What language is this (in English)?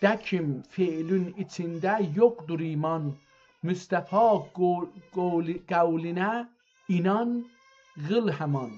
South Azerbaijani